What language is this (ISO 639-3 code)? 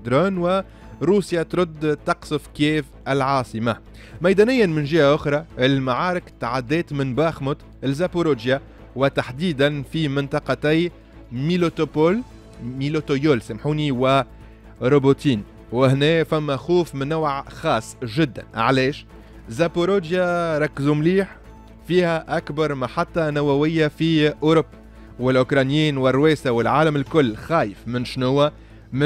aeb